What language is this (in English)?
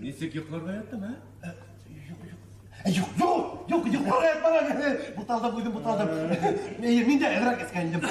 Bashkir